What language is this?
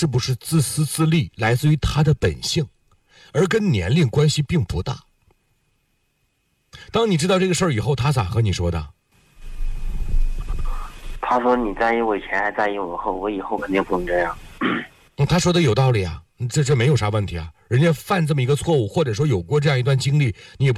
Chinese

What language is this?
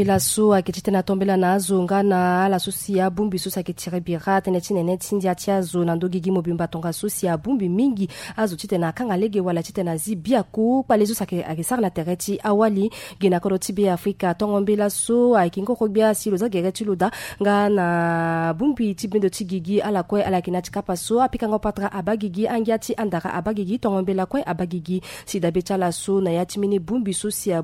Sango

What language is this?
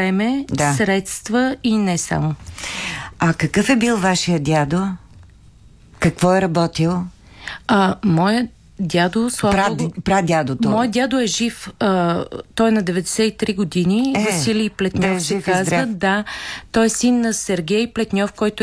Bulgarian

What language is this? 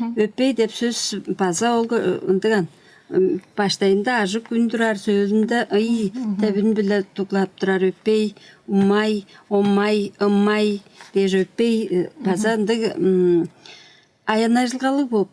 Tuvinian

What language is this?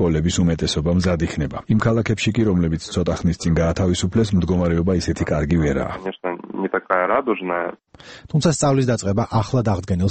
Georgian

